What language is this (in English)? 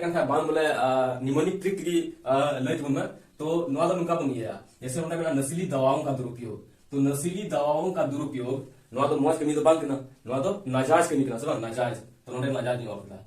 Santali